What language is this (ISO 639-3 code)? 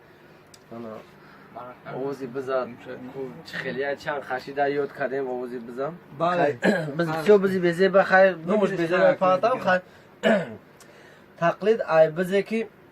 tgk